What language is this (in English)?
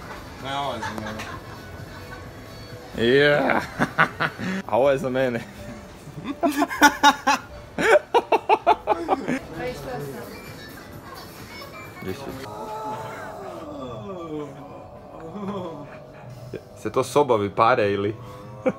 Croatian